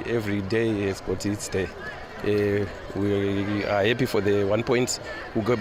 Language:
Tswana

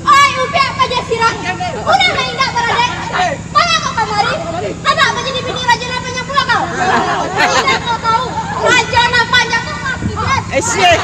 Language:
Minangkabau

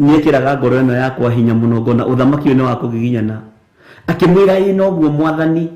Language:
Kikuyu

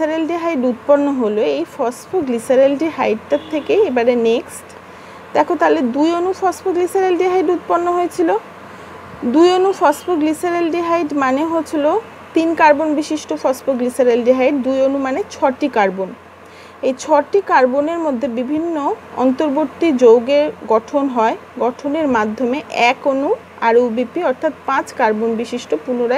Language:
Bangla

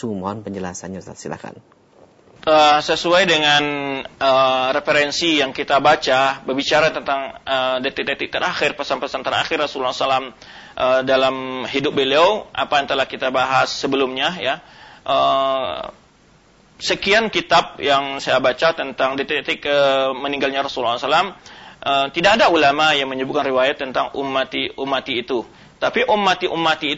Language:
Indonesian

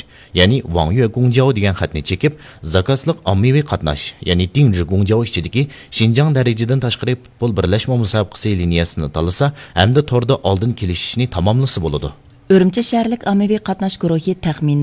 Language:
Uyghur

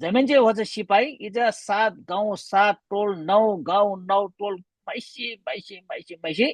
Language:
Eastern Tamang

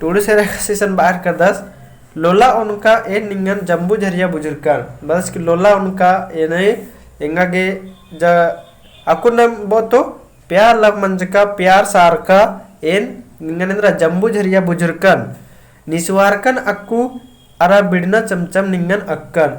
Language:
Kurukh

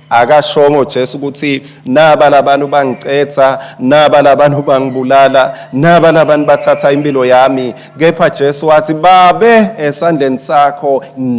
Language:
Swati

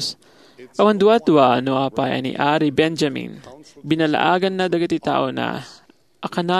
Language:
Iloko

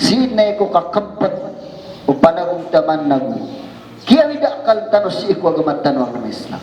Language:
Maranao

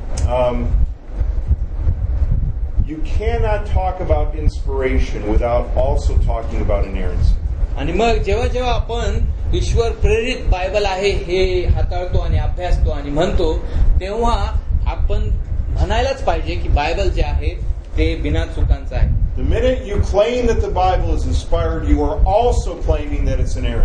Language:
Marathi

